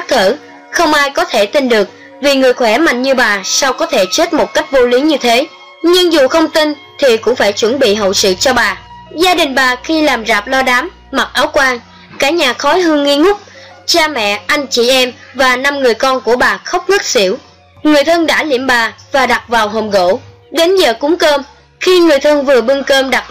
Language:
Vietnamese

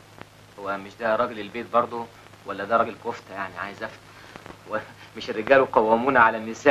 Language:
Egyptian Arabic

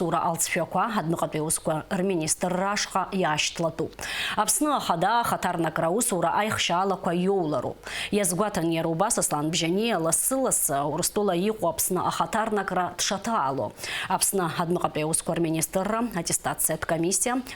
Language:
Abkhazian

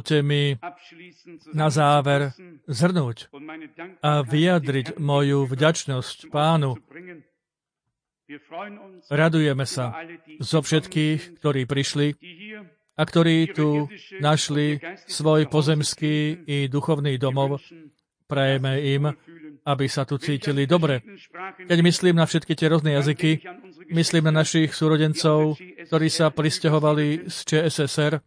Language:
Slovak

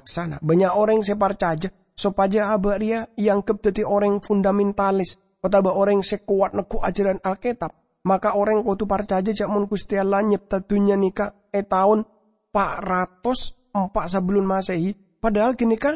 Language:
Madurese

